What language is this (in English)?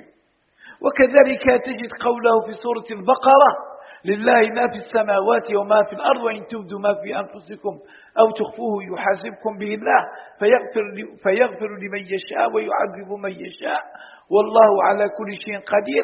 Arabic